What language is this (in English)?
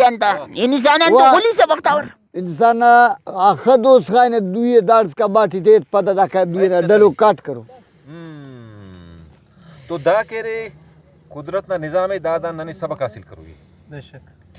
Brahui